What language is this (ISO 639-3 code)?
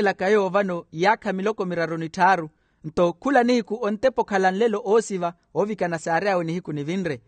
vmw